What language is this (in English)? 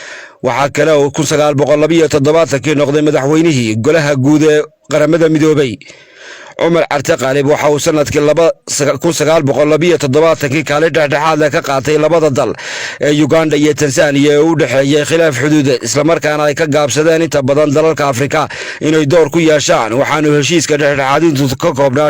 Somali